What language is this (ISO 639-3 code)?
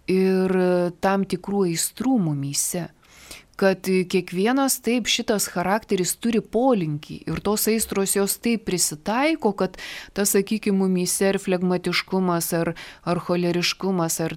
lit